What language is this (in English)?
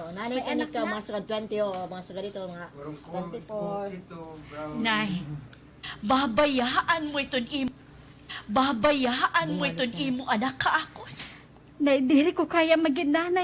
Waray